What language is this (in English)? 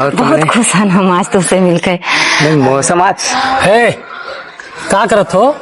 Awadhi